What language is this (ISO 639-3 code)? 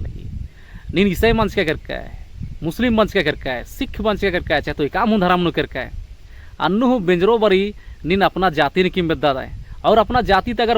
kru